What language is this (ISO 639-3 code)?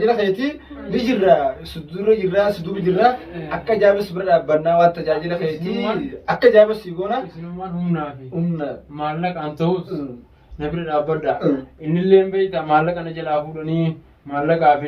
orm